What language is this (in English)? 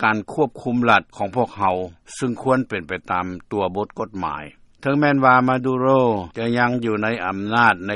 Lao